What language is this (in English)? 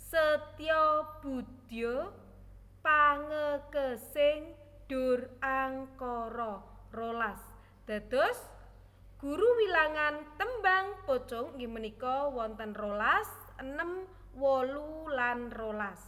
Javanese